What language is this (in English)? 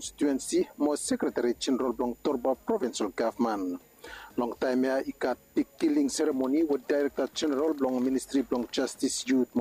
Bislama